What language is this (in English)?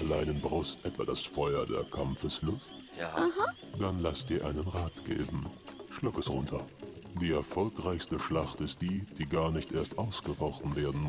Swiss German